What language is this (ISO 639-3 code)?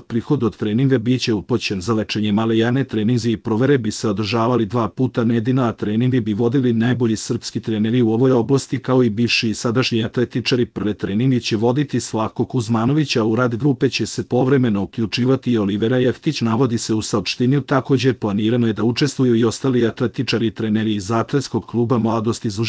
srp